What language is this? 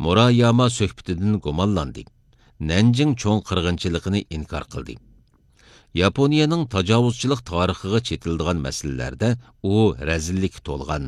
Uyghur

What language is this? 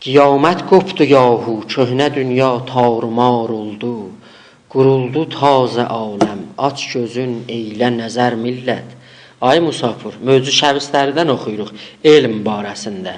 South Azerbaijani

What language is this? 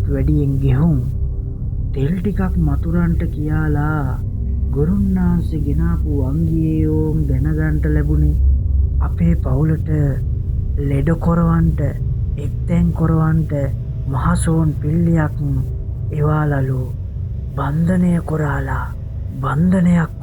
Sinhala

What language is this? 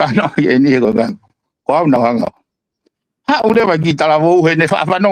Tongan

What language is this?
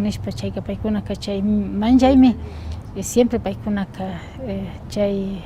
Imbabura Highland Quichua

